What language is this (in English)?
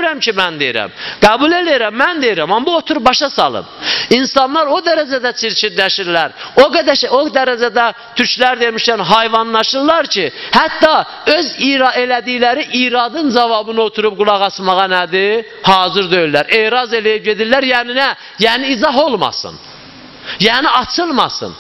Azerbaijani